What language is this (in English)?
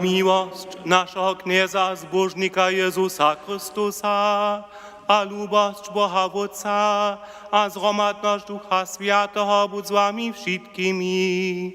Upper Sorbian